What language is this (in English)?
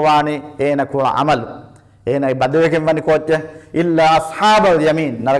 Divehi